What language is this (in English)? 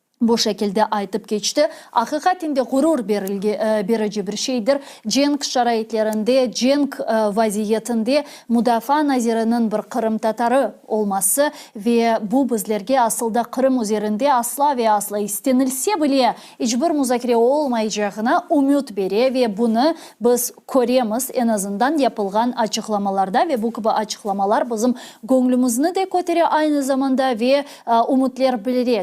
Crimean Tatar